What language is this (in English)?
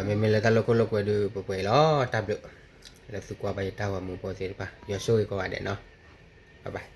S'gaw Karen